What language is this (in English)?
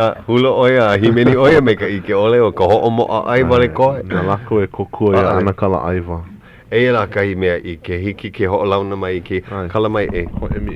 Hawaiian